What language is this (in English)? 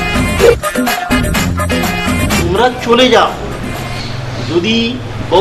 Bangla